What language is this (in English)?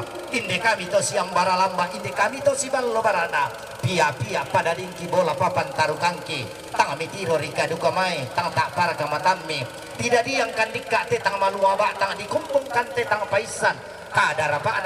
Toraja-Sa'dan